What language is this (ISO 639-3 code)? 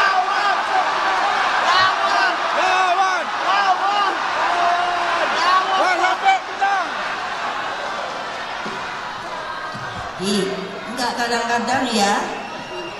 ind